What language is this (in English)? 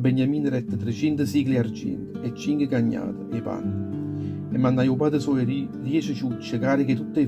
Neapolitan